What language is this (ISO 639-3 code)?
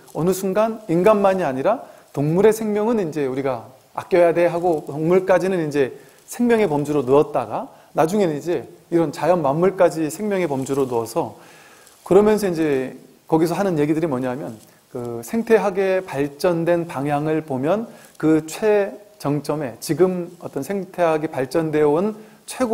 kor